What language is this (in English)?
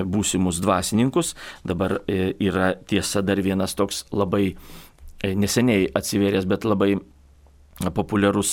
Lithuanian